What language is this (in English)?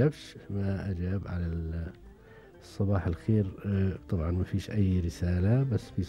Gulf Arabic